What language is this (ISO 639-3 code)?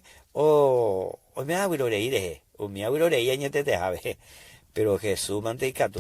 grn